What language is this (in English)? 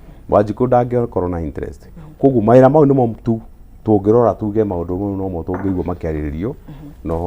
Kikuyu